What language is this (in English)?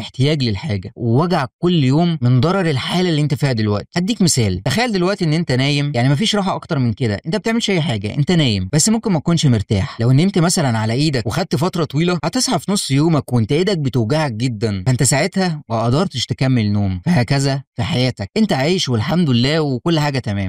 Egyptian Arabic